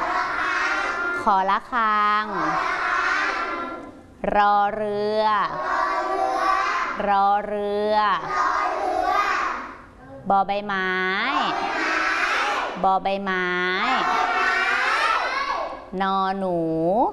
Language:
Thai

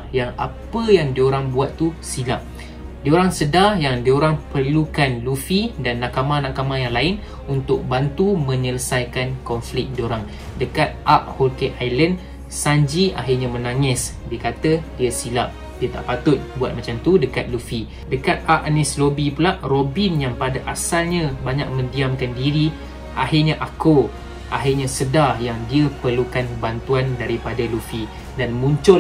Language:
Malay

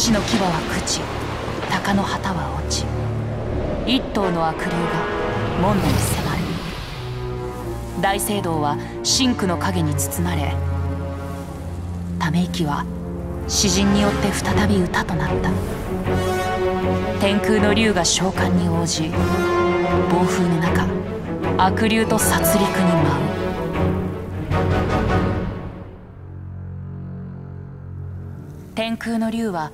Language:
Japanese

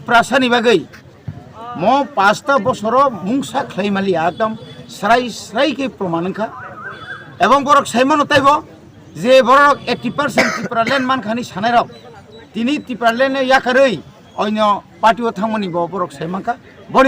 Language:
Kok Borok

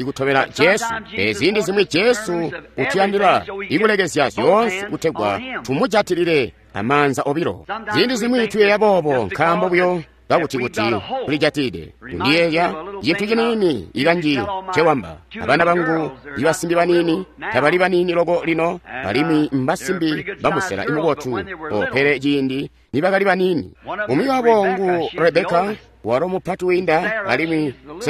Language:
Tonga (Zambia)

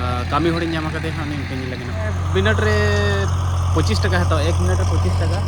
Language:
Santali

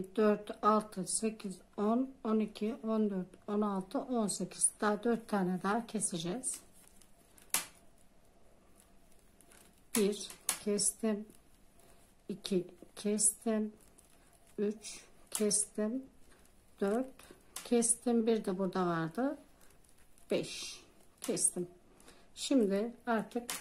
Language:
Turkish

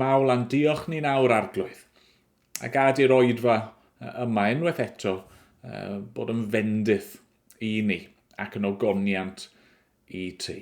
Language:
Welsh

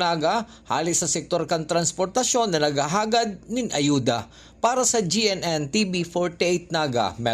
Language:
Bikol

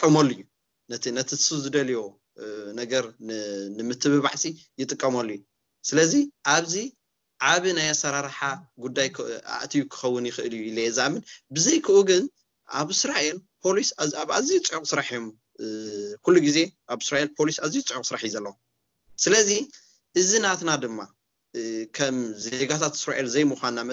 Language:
Tigrinya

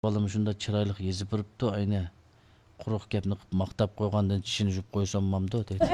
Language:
Uyghur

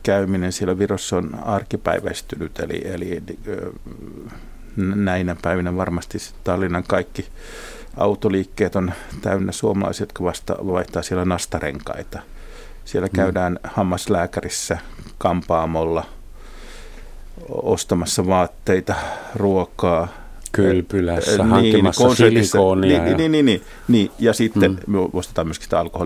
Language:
Finnish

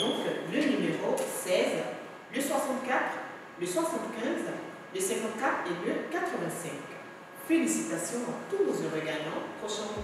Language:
French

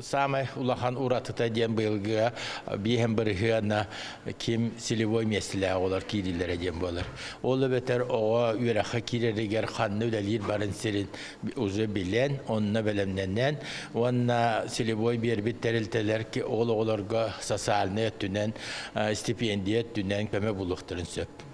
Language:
Yakut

